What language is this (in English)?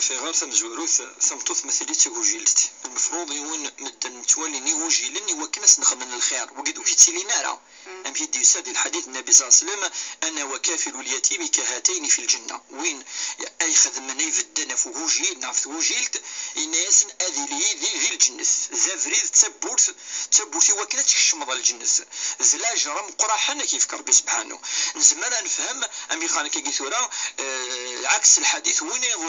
Kabyle